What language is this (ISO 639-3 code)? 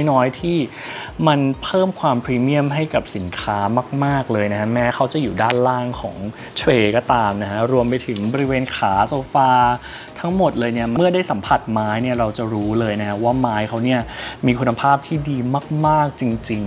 tha